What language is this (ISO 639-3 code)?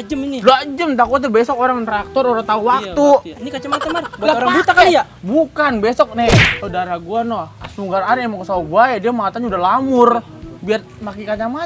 bew